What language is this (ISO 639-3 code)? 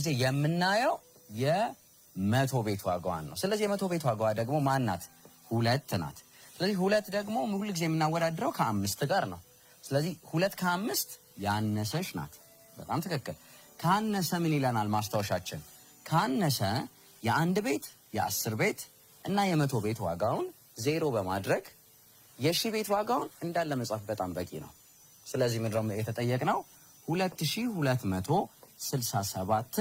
amh